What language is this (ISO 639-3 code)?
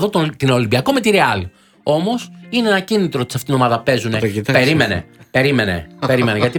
ell